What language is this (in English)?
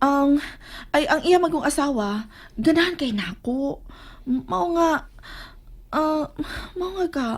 Cebuano